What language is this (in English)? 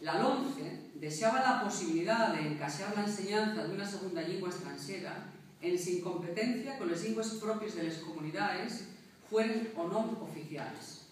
Asturian